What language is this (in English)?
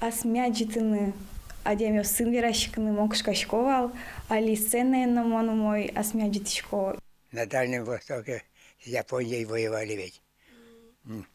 Udmurt